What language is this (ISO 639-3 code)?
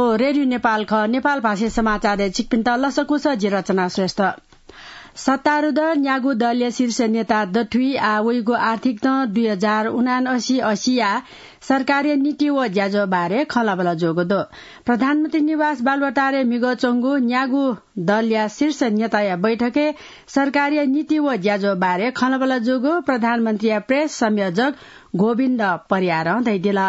new